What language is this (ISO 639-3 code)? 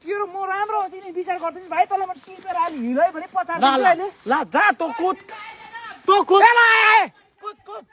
nep